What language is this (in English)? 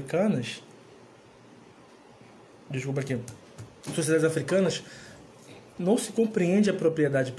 Portuguese